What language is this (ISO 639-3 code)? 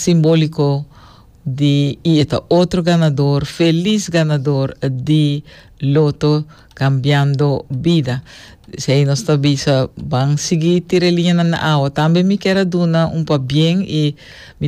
pap